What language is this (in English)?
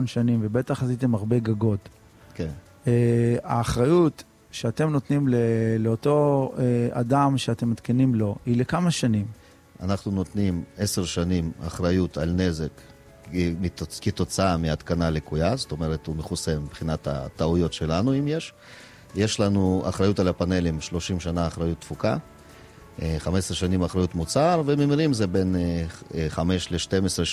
Hebrew